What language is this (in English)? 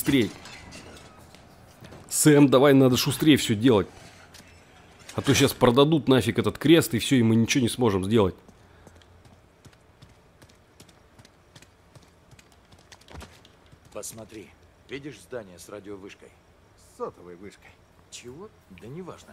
Russian